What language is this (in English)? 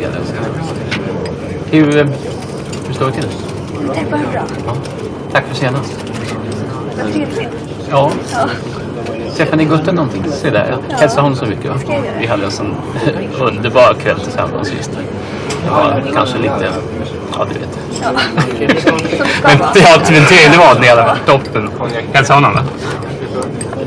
Swedish